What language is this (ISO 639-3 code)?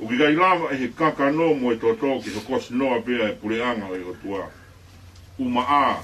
ton